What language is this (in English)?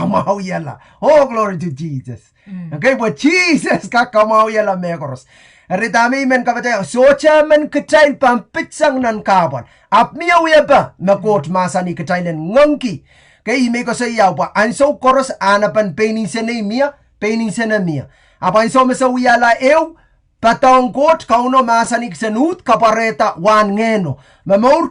Pohnpeian